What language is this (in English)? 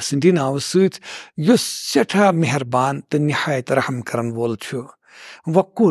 Kashmiri